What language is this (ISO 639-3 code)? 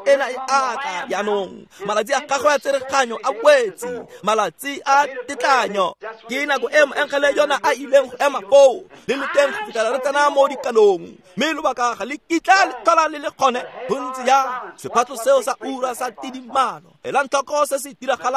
tsn